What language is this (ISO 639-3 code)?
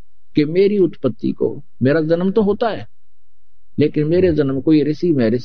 hin